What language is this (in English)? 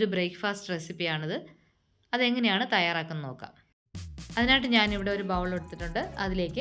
Malayalam